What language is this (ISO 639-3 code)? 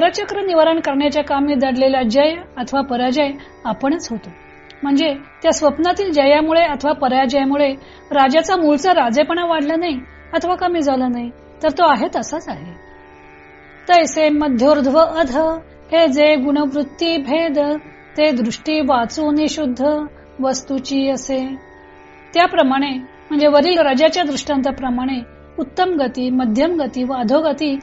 mar